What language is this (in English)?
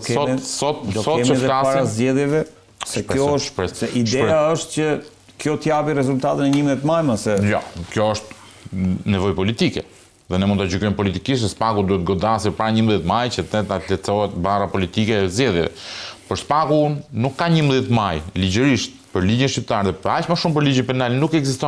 Albanian